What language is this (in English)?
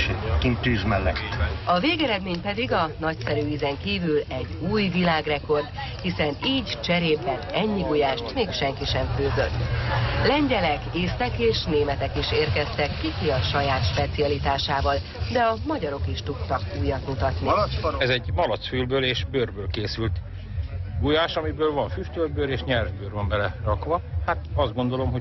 Hungarian